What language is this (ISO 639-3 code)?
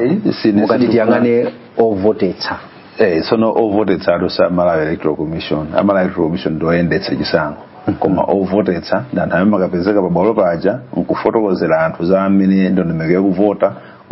nya